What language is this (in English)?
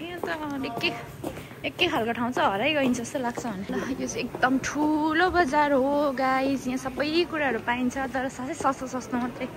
Nepali